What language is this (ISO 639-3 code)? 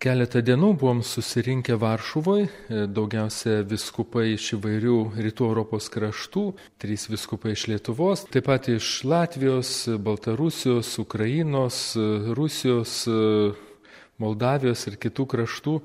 lit